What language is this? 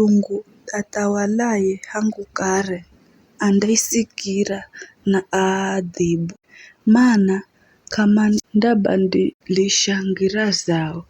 Giryama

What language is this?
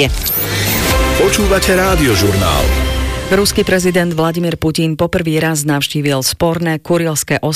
Slovak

